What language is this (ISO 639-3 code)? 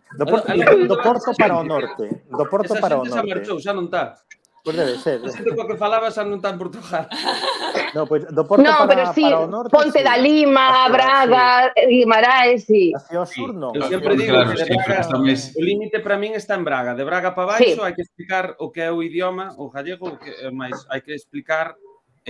glg